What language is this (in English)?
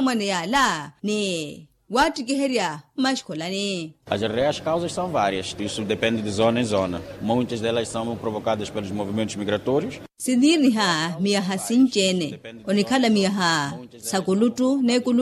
Makhuwa